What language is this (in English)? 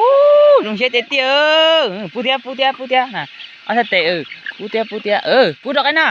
Hmong